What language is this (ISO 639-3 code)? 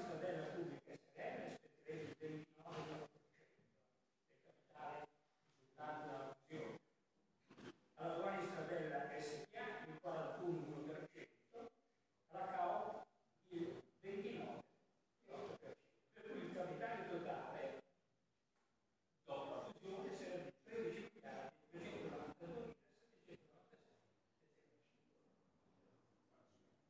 ita